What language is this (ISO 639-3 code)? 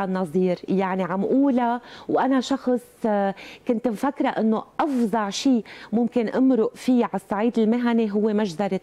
apc